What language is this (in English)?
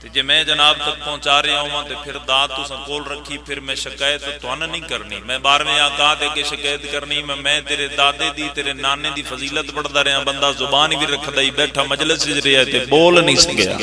Pahari-Potwari